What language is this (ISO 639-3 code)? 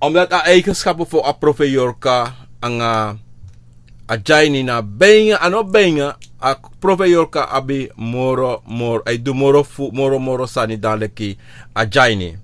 srn